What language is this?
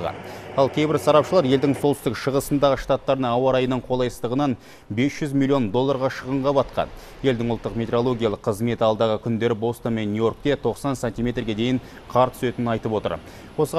Kazakh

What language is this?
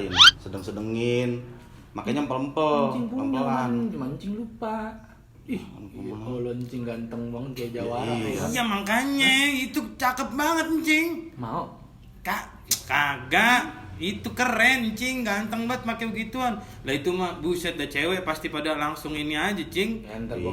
Betawi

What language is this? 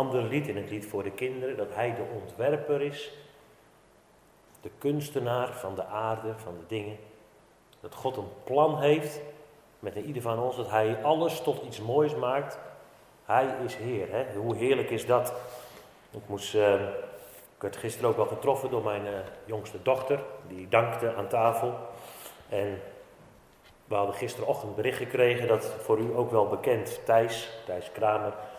Dutch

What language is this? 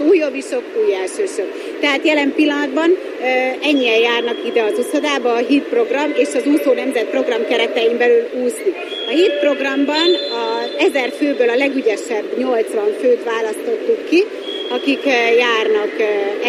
Hungarian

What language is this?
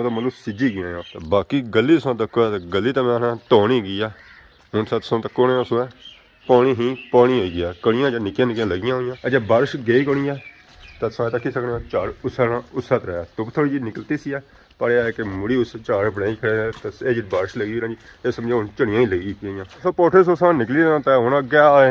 Pahari-Potwari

